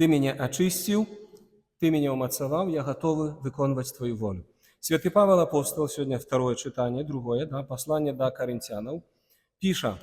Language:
Belarusian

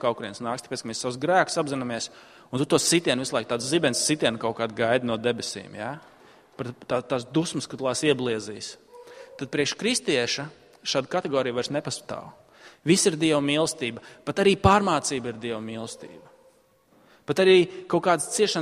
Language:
Latvian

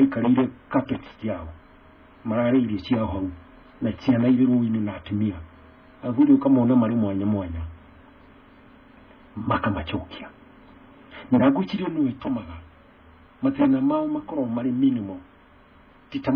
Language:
Kikuyu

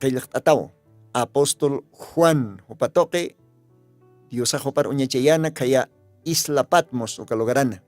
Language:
Aymara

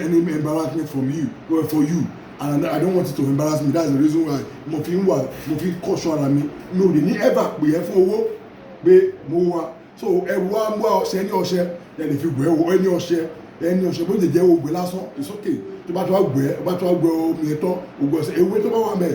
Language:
Yoruba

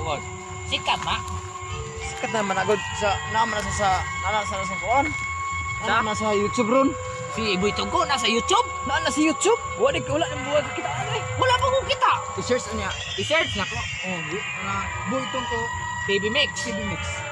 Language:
Cebuano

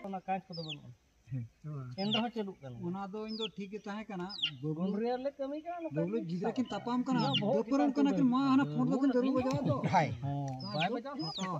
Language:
Santali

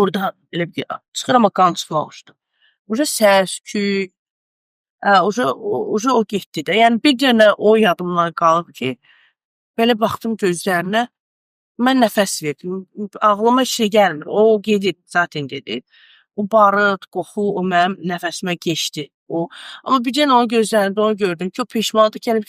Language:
Azerbaijani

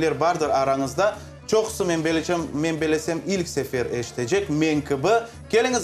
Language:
Crimean Tatar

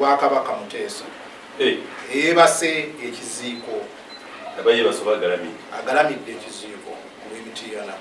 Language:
Ganda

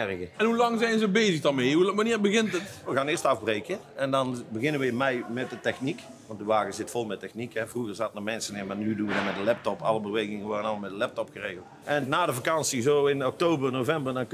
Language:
Limburgish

